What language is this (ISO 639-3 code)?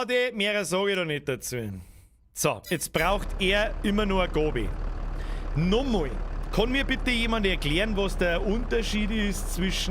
bar